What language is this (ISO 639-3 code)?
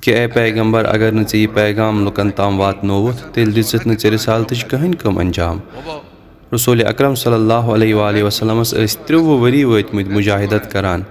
kas